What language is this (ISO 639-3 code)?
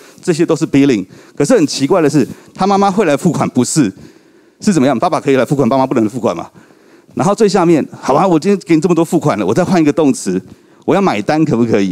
zho